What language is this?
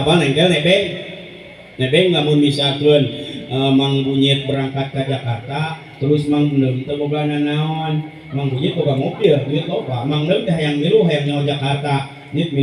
Sundanese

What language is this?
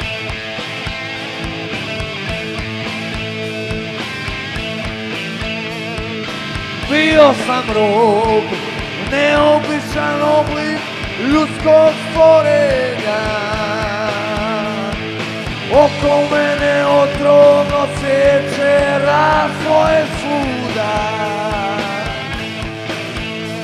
Croatian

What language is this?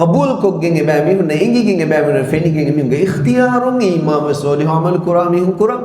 Divehi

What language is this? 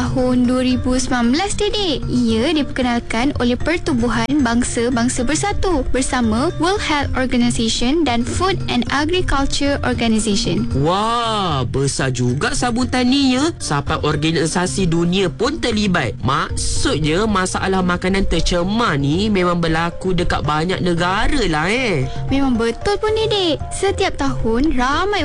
Malay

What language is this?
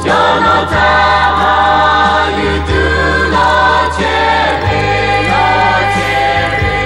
Lahu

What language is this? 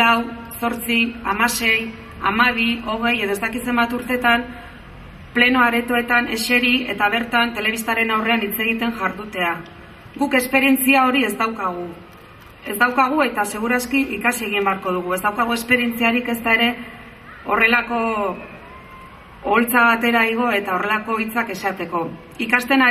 Basque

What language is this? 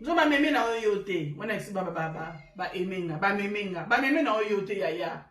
Lingala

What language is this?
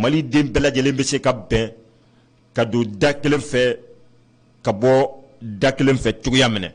Bambara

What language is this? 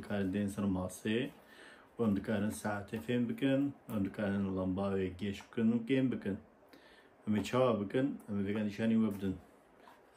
Kurdish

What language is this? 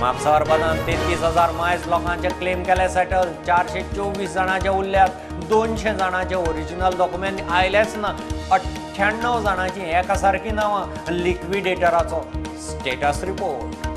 Konkani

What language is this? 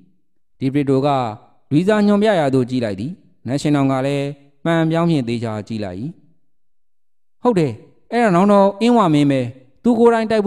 Burmese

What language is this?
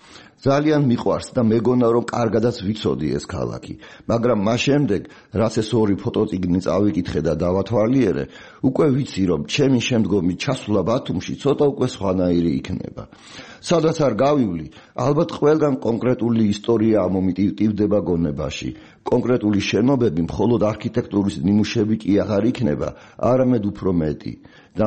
Georgian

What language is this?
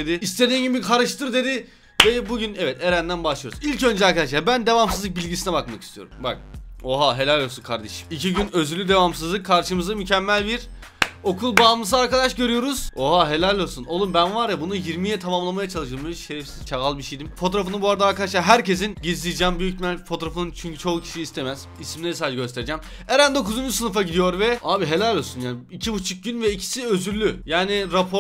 Turkish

